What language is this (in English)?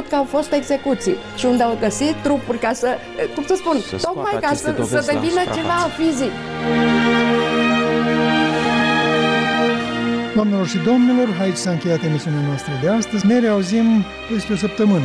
Romanian